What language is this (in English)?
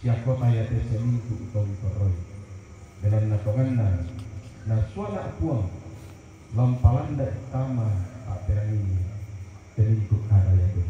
Toraja-Sa'dan